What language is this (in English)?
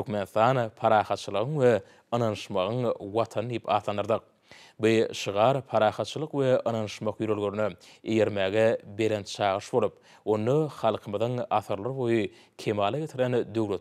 Turkmen